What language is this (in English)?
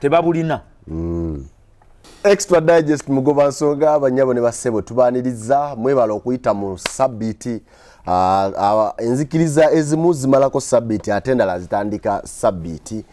Ganda